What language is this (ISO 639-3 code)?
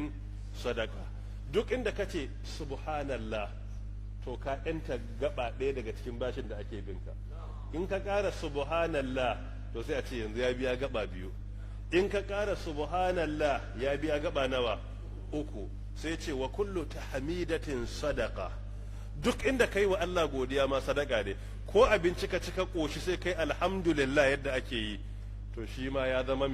hau